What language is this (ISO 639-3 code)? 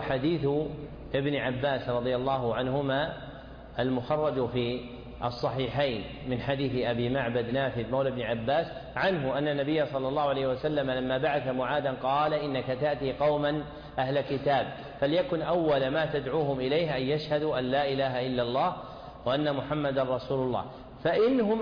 ara